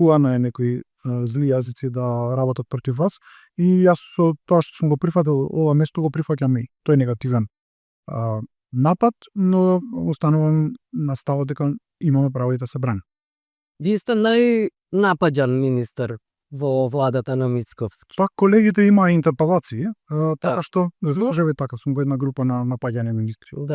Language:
Macedonian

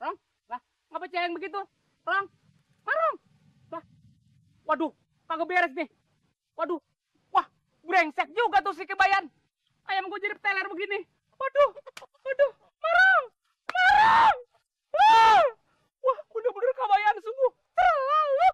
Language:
Betawi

